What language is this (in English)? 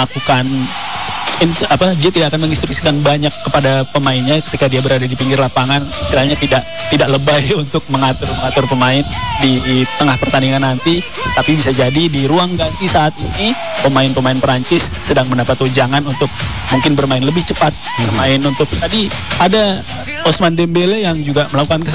Indonesian